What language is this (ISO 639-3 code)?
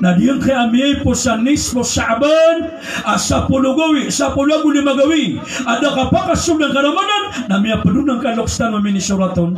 mrw